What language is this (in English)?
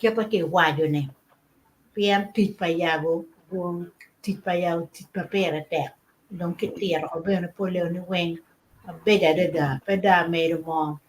Acoli